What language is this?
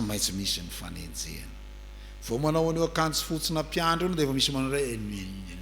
Malagasy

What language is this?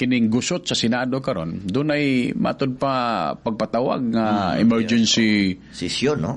Cebuano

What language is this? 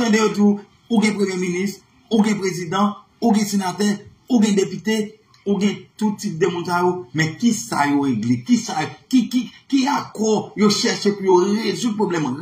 Haitian Creole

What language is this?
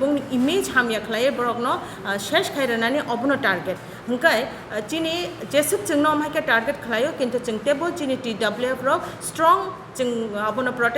Kok Borok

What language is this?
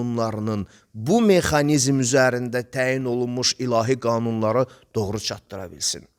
Azerbaijani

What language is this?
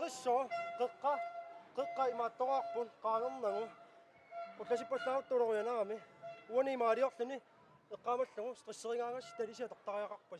Kalaallisut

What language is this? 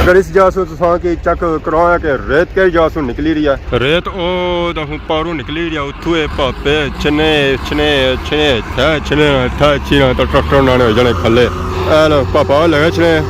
Pahari-Potwari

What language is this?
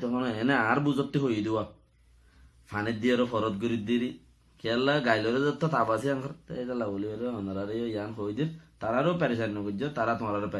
Rohingya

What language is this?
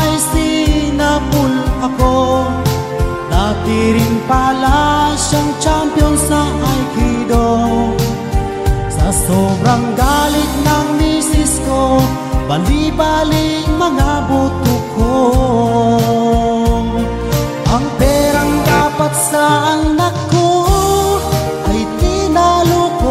Filipino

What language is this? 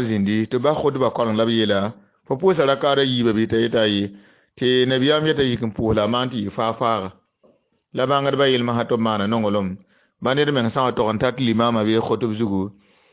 Mossi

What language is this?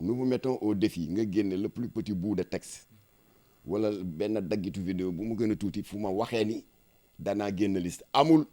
Wolof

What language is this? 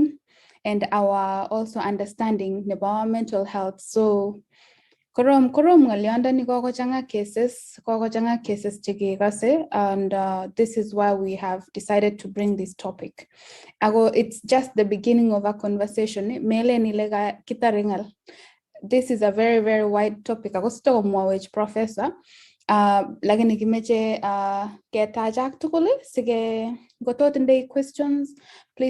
Kalenjin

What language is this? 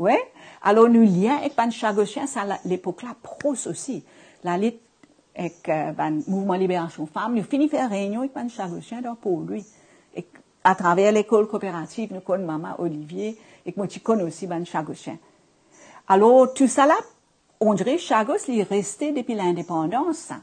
Morisyen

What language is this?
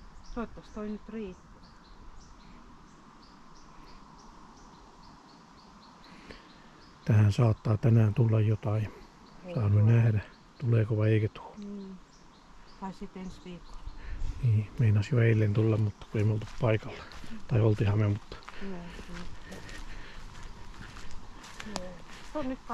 Finnish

